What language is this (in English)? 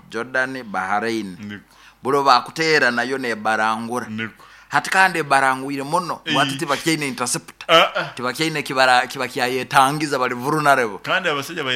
Nyoro